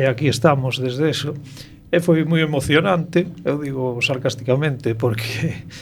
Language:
Galician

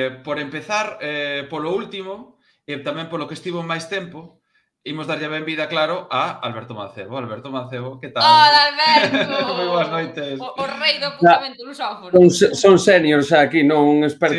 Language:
Galician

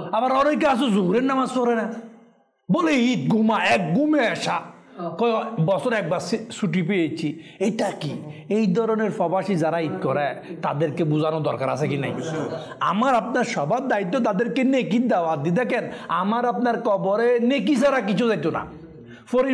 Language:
Bangla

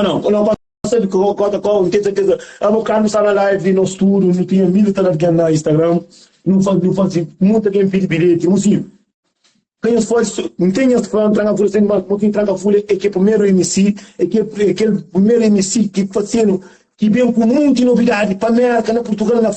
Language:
Kabuverdianu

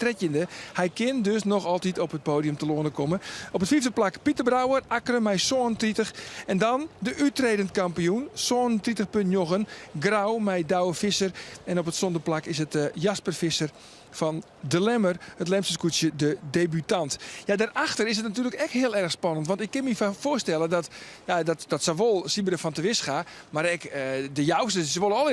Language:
Western Frisian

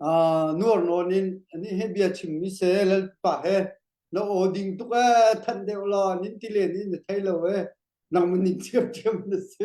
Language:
Hakha Chin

